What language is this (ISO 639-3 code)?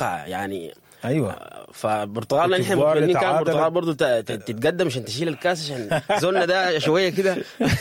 apd